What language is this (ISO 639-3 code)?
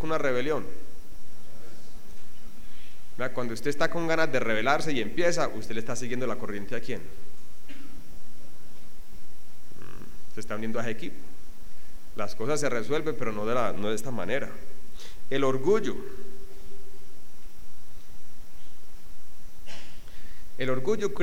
spa